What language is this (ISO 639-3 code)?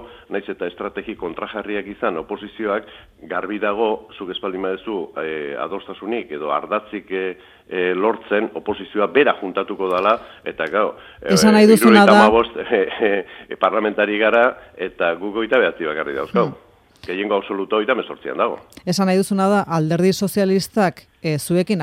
eus